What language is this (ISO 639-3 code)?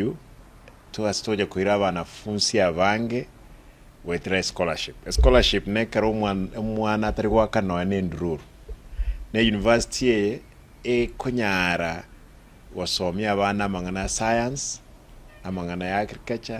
guz